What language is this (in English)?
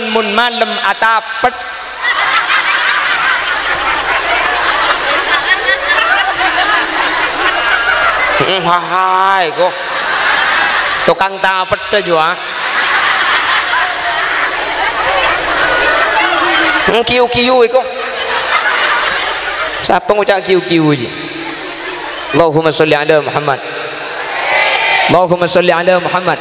Madurese